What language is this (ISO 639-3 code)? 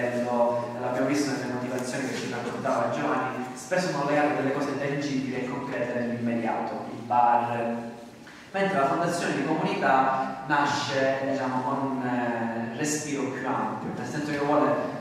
ita